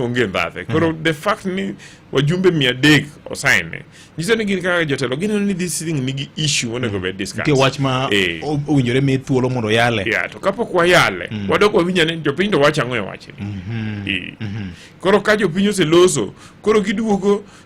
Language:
Luo (Kenya and Tanzania)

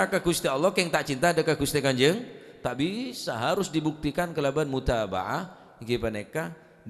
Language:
Madurese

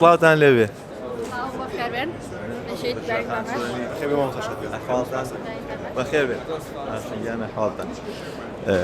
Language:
Central Kurdish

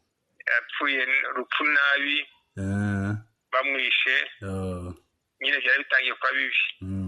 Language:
Kinyarwanda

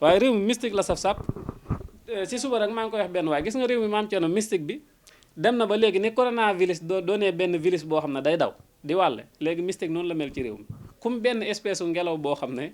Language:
Wolof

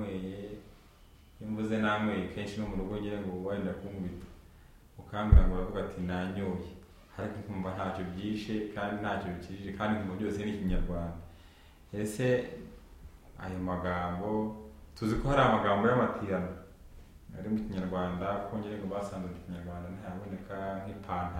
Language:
Kinyarwanda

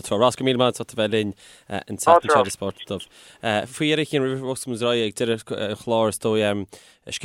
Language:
Irish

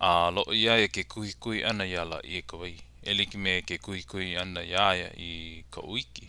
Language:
Hawaiian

